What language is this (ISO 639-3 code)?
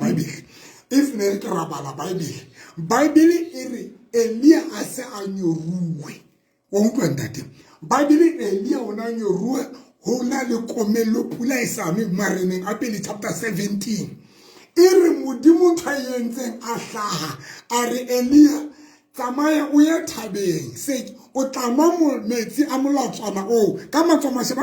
sot